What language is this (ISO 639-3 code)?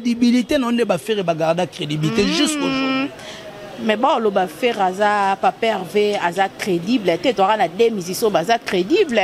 lin